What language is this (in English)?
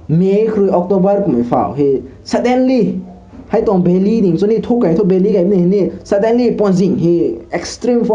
Rongmei Naga